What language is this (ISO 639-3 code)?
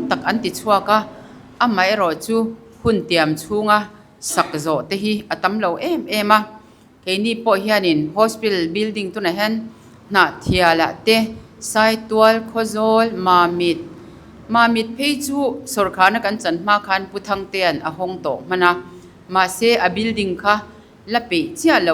lus